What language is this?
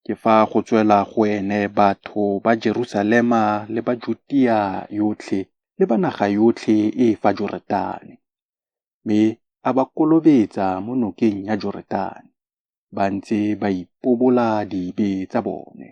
Tswana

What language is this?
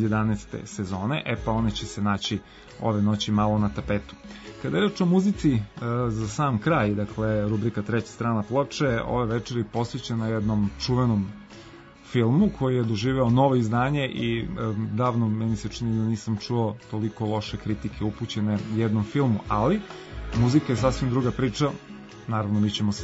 Serbian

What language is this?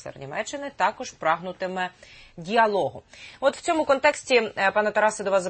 Ukrainian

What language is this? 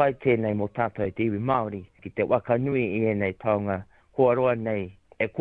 Māori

